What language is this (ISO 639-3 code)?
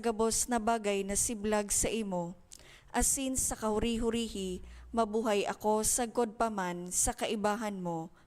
bik